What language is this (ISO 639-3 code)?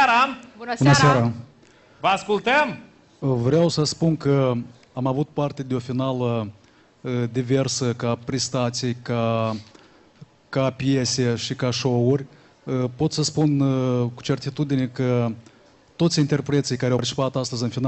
ron